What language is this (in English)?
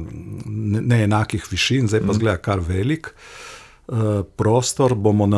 Slovenian